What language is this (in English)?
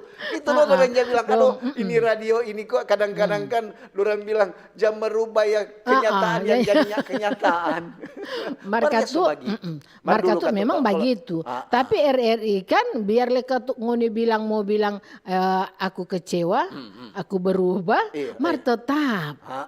Manado Malay